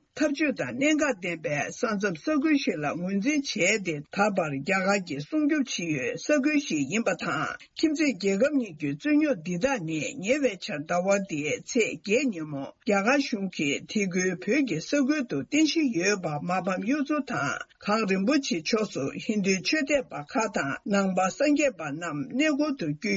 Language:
Tibetan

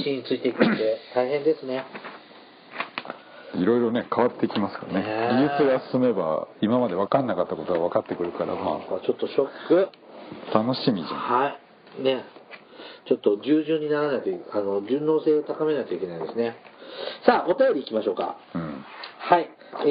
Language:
Japanese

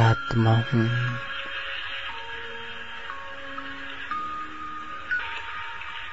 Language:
Hindi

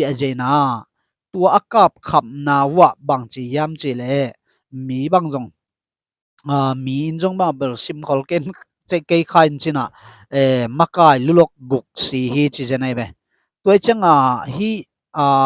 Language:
Tedim Chin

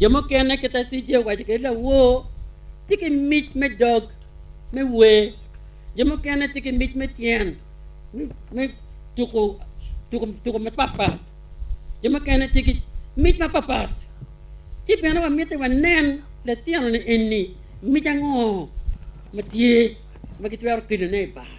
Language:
Acoli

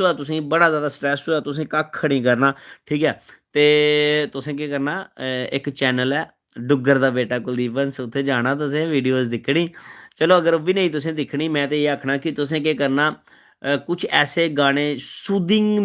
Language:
Dogri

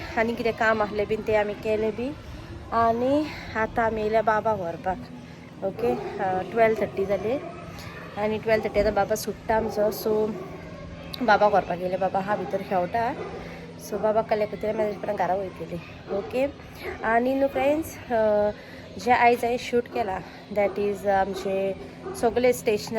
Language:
Konkani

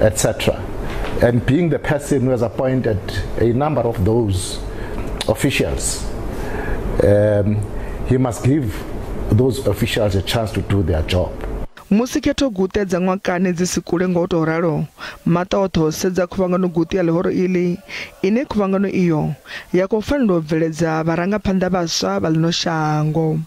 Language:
Venda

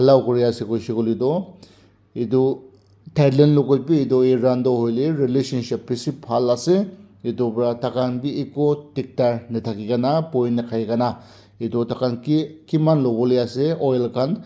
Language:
Naga Pidgin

